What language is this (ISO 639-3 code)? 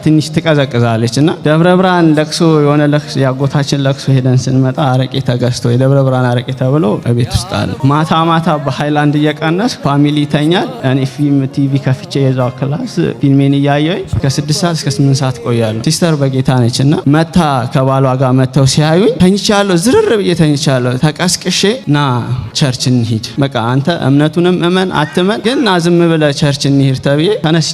amh